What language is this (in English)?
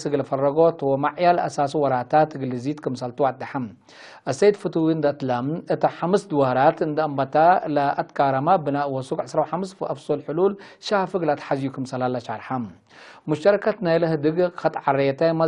Tigre